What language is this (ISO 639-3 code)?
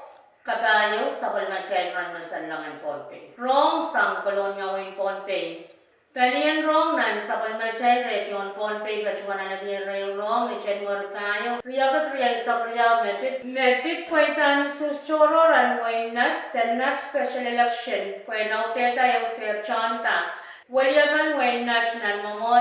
pon